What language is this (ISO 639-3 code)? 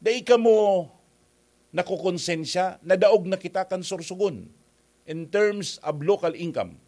bik